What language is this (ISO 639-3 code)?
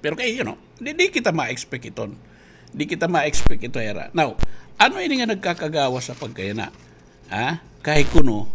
war